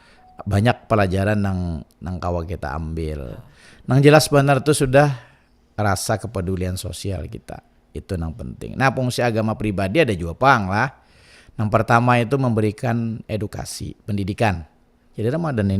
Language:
Banjar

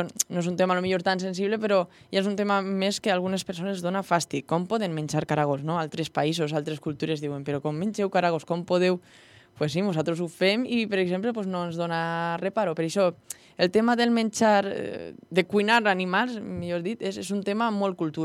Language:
Catalan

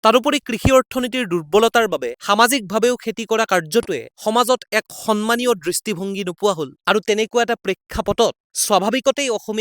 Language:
Assamese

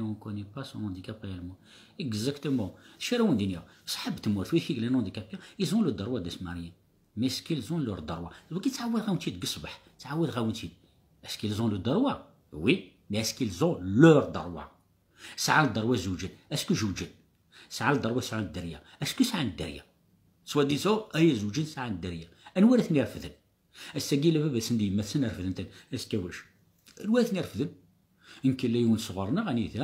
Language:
Kabyle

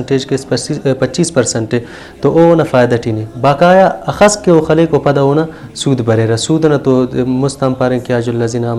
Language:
Brahui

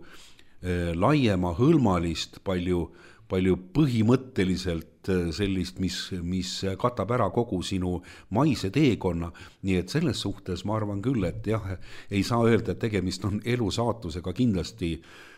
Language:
Estonian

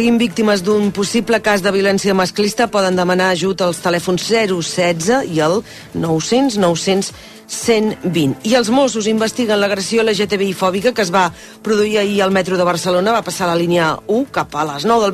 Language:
Catalan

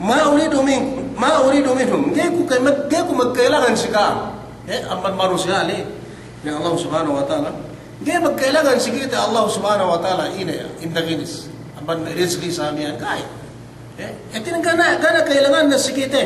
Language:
Yakan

